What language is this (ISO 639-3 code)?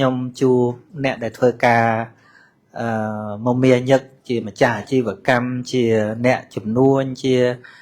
khm